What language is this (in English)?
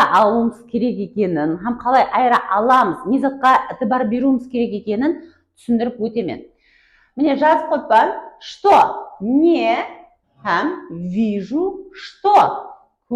Kara-Kalpak